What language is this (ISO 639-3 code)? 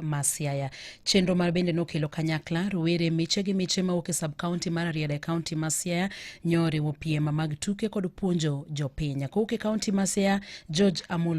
luo